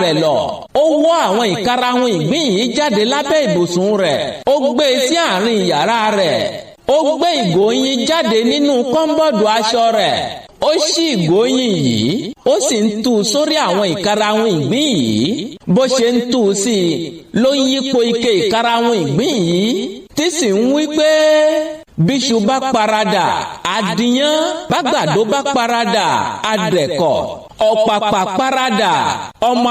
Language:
Yoruba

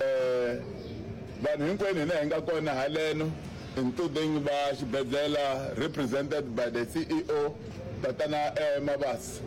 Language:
Tsonga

